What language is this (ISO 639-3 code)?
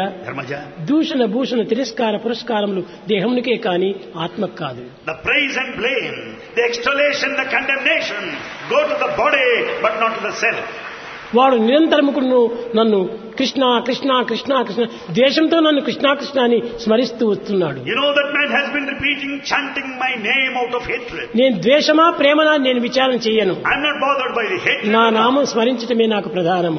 tel